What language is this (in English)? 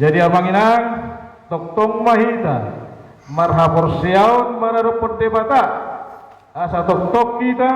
Batak Toba